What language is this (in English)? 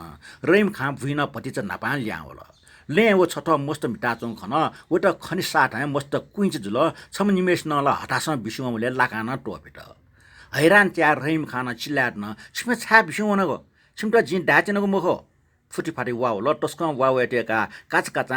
Newari